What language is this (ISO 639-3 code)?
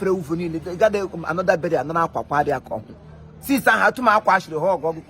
ibo